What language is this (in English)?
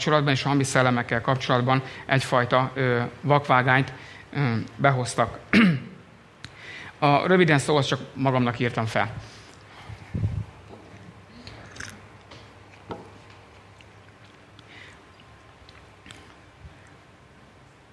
Hungarian